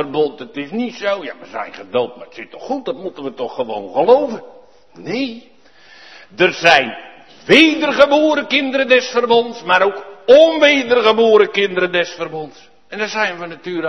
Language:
Dutch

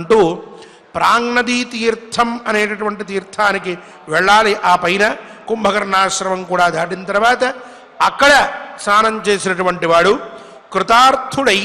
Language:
Telugu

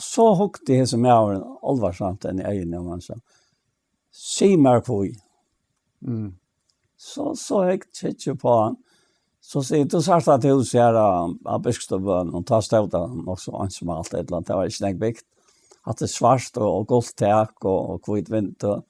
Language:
Faroese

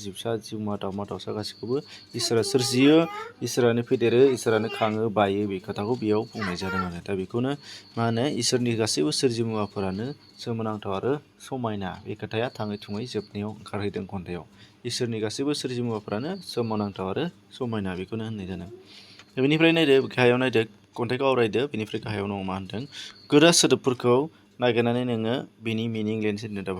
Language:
Bodo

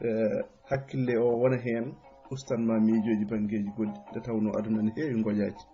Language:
Fula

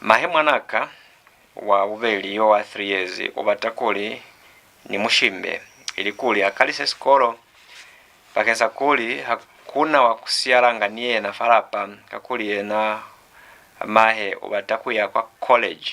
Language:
Lozi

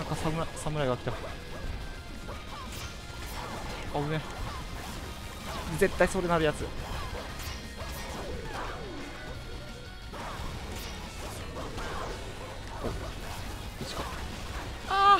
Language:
Japanese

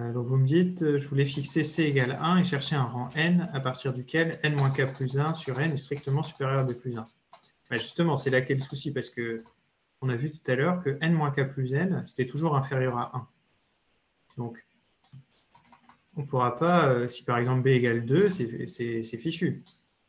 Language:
French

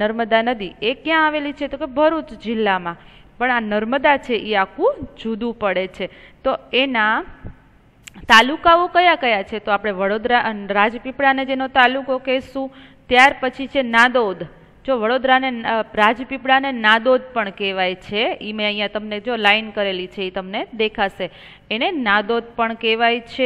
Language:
Gujarati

